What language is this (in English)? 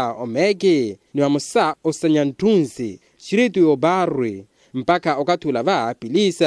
Makhuwa